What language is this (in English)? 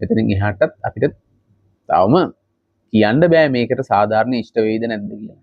Sinhala